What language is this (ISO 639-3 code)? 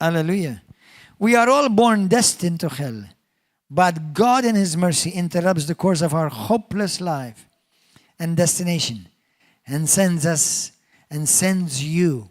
eng